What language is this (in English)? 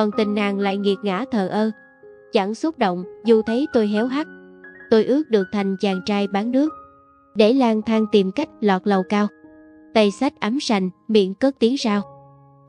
Vietnamese